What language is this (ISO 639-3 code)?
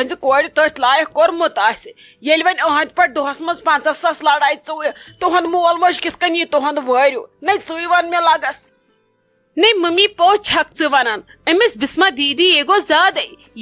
kas